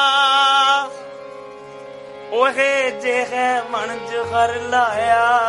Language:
Punjabi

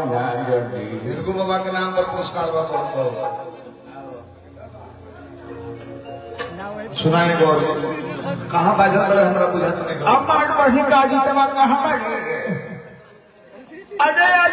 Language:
Bhojpuri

